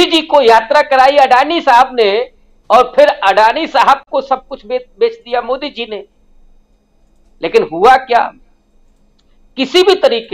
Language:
Hindi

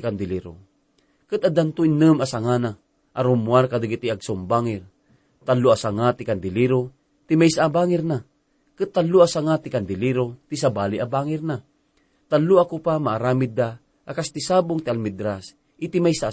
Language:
Iloko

